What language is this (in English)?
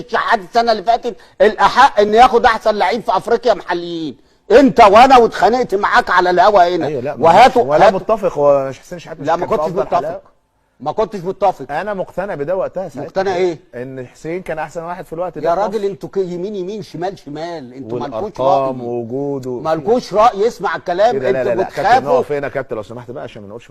Egyptian Arabic